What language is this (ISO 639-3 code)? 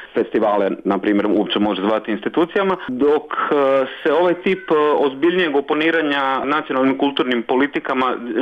hrv